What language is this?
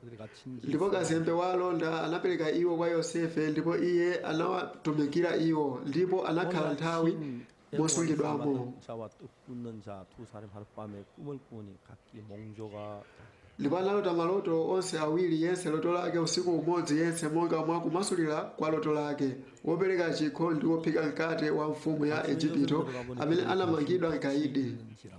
Nyanja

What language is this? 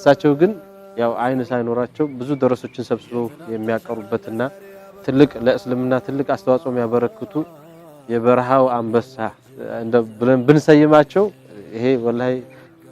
Amharic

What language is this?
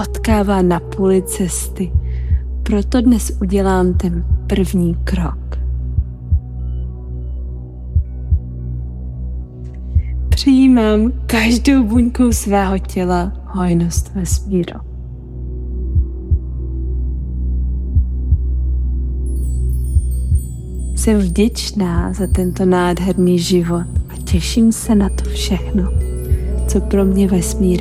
Czech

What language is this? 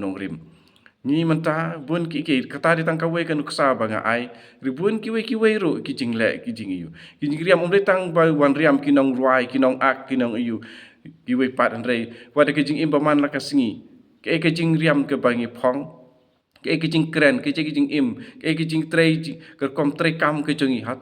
Khasi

